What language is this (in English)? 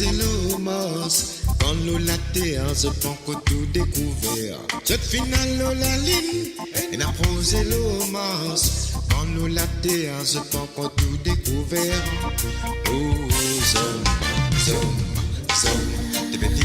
Morisyen